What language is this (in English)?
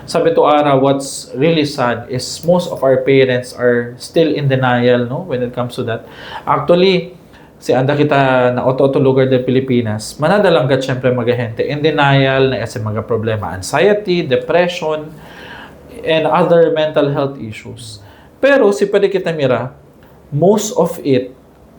Chavacano